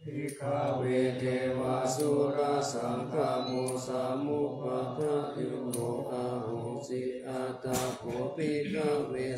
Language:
Pali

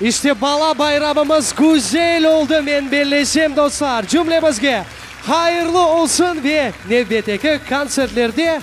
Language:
Crimean Tatar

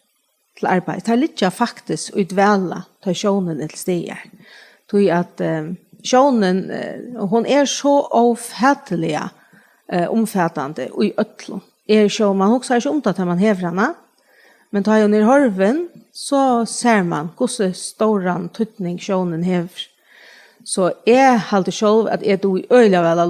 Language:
Faroese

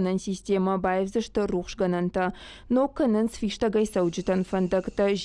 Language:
Ossetic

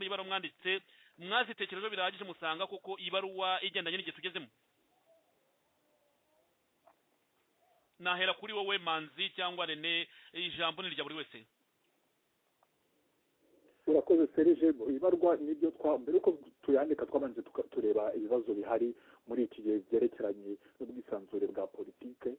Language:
Kinyarwanda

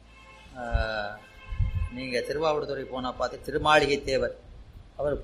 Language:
Tamil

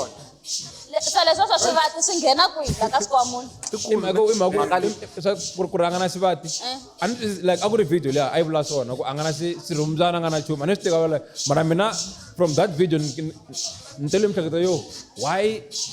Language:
Tsonga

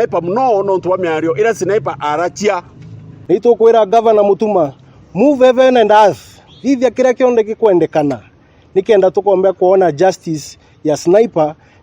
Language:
Meru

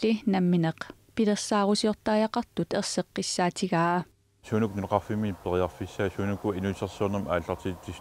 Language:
Kalaallisut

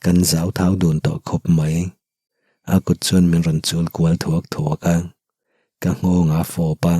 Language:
Mizo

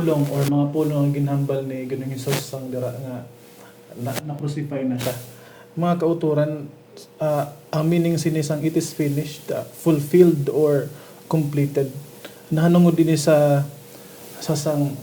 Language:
Hiligaynon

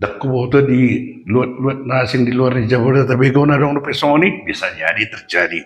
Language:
Batak Toba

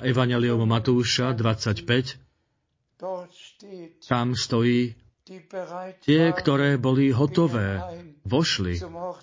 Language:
Slovak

